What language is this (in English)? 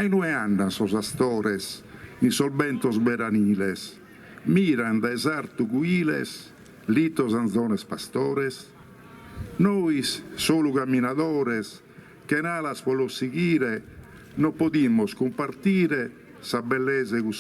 Sardinian